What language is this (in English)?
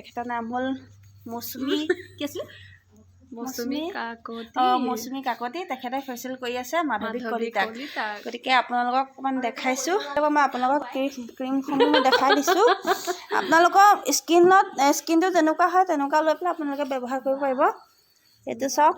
Assamese